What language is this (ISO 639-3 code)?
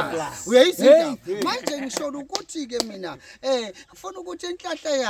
zul